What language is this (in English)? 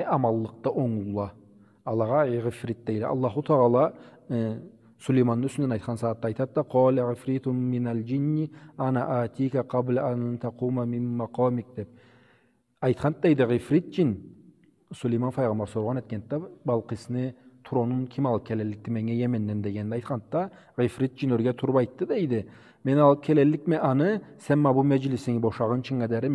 Karachay-Balkar